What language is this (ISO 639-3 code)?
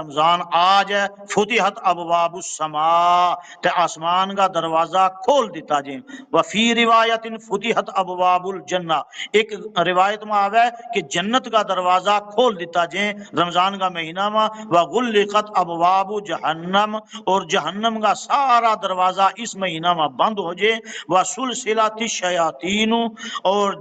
gju